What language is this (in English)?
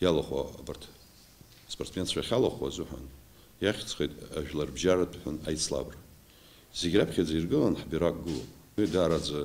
Abkhazian